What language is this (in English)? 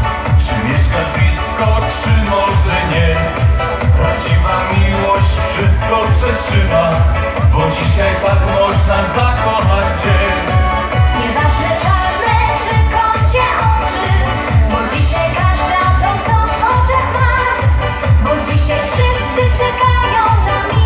Polish